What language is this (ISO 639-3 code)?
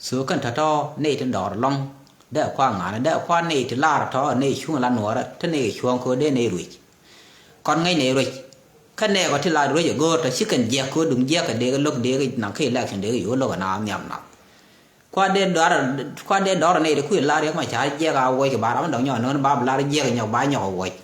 nus